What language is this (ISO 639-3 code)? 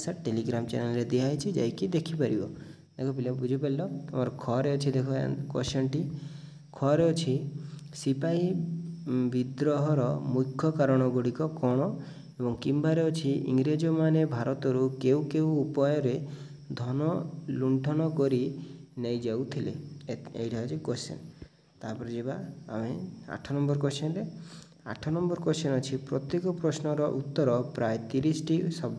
ori